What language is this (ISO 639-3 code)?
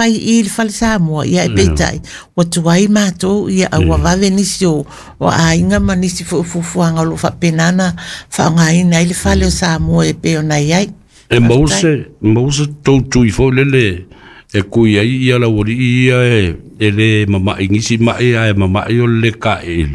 smo